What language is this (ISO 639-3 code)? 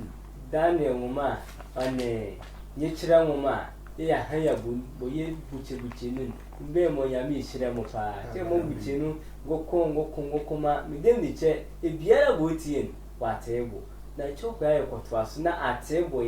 sfw